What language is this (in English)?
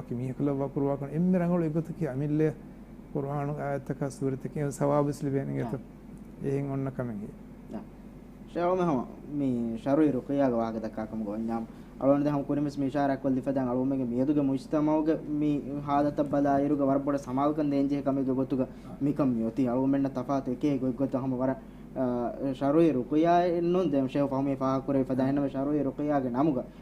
Divehi